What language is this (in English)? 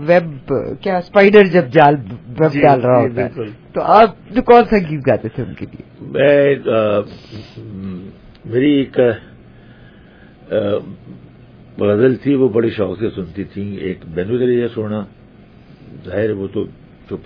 Urdu